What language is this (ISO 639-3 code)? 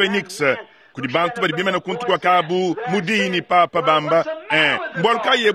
lua